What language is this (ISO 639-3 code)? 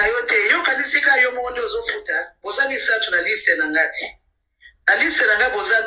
lin